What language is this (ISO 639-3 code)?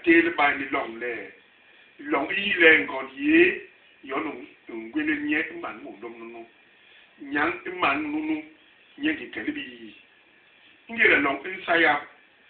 bas